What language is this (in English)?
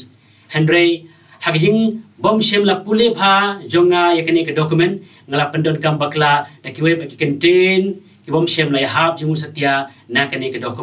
Khasi